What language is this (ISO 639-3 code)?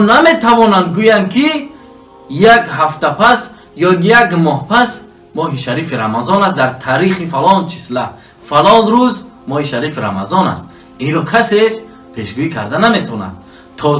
tgk